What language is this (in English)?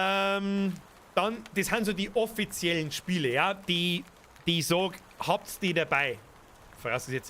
Bavarian